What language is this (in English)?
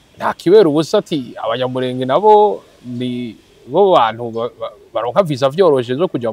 Rundi